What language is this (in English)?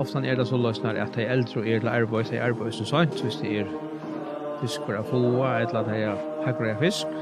Faroese